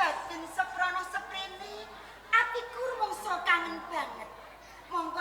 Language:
Javanese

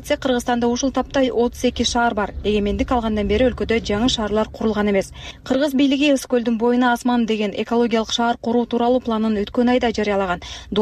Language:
Kyrgyz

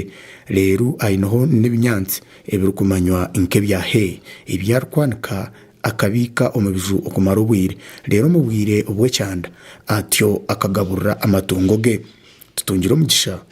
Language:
Nyankole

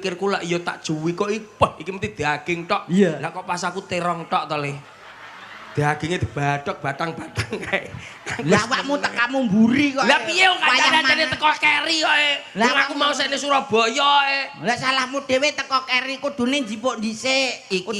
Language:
Javanese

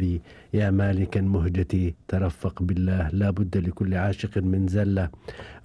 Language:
Gulf Arabic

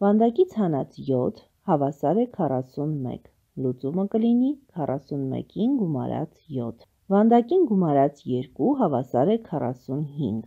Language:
Armenian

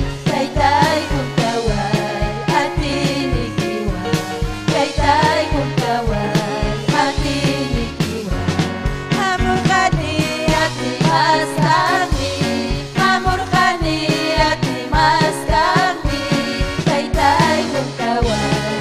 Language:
Ayacucho Quechua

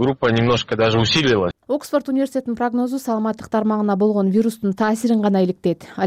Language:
Kyrgyz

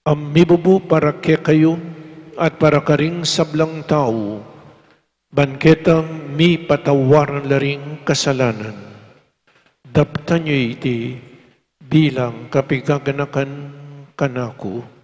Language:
Pampanga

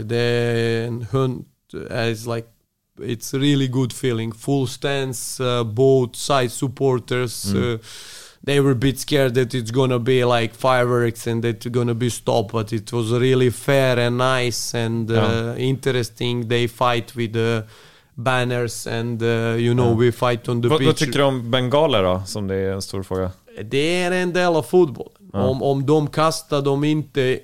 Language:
Swedish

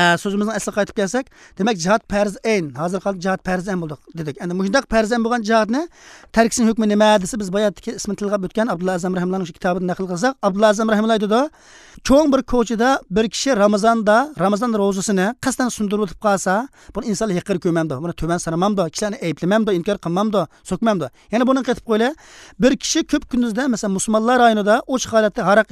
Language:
Uyghur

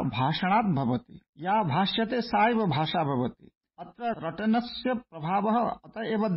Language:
Sanskrit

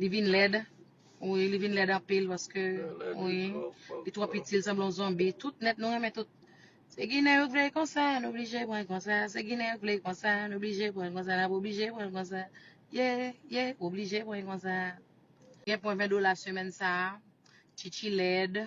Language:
Haitian Creole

